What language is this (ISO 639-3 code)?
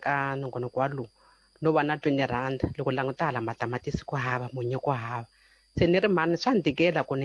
tso